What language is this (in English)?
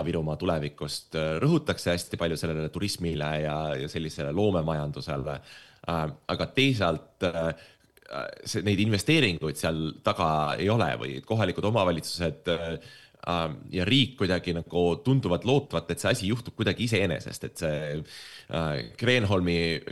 Estonian